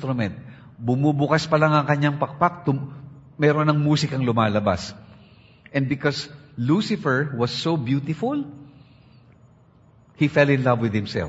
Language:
Filipino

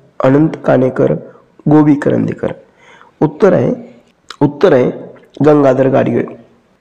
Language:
Marathi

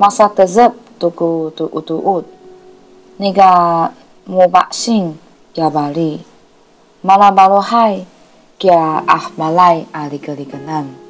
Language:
Sakizaya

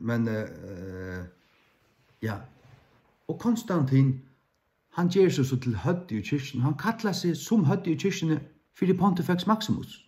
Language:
Faroese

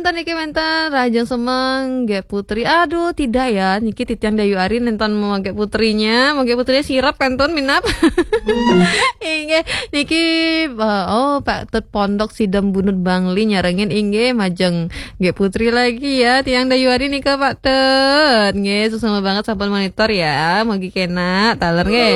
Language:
Balinese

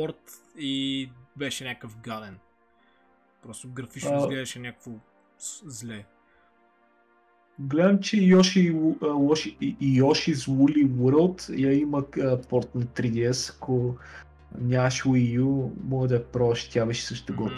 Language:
Bulgarian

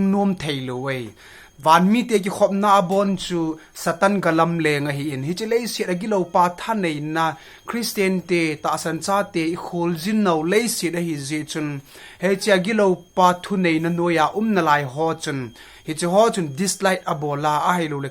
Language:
Thado Chin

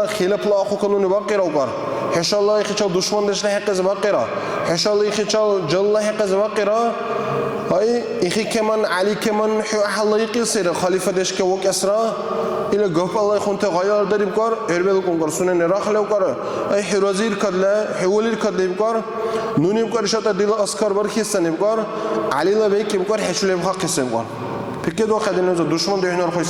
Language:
Dargwa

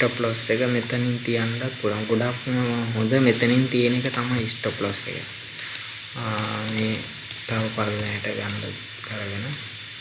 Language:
Sinhala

